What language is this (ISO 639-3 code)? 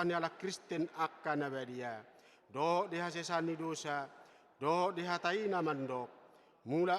bbc